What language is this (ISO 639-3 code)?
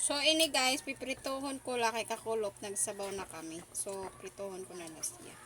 war